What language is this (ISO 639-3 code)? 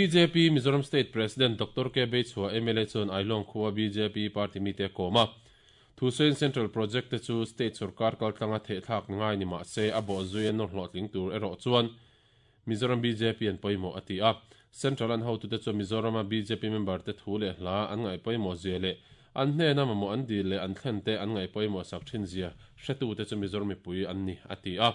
lus